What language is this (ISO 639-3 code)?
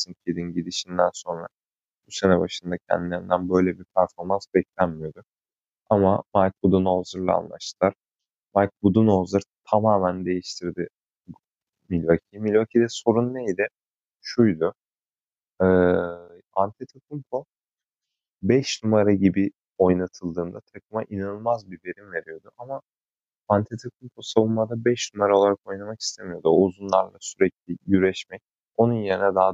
tur